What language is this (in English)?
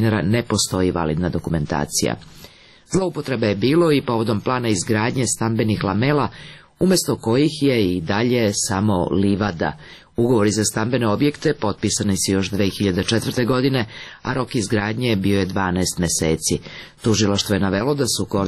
Serbian